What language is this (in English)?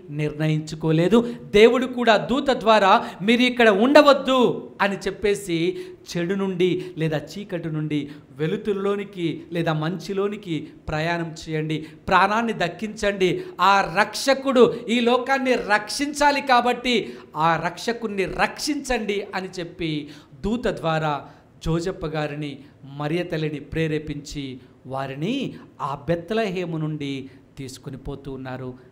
Telugu